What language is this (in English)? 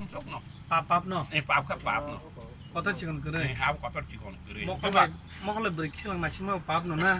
Kok Borok